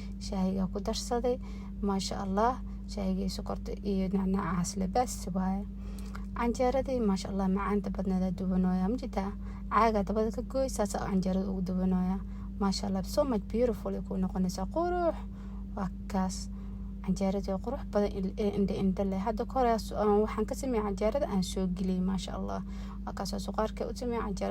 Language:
Somali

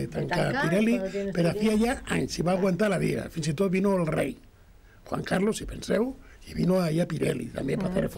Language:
Catalan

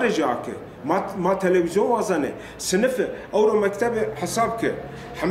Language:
Zaza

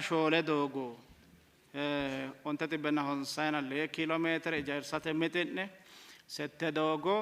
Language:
Sidamo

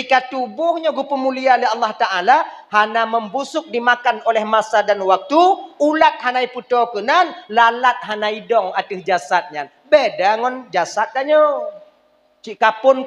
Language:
Achinese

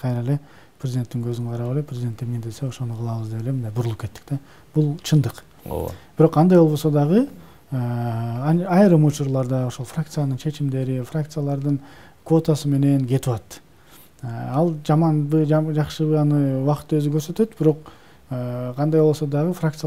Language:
Kyrgyz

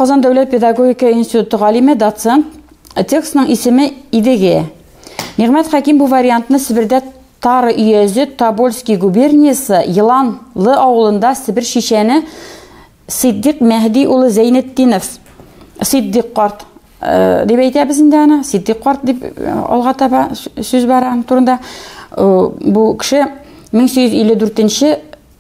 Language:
Tatar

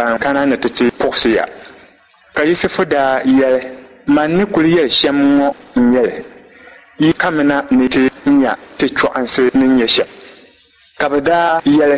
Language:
Dagbani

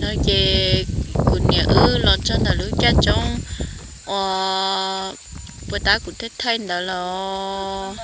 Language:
Hmong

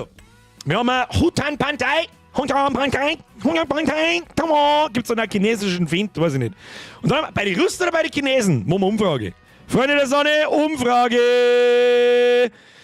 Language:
Bavarian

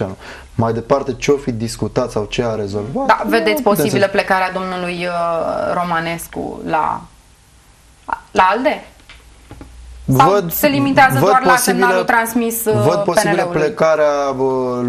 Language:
Romanian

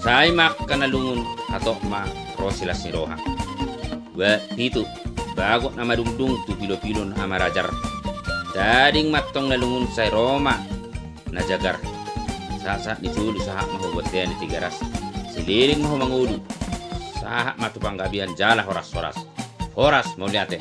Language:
Batak Toba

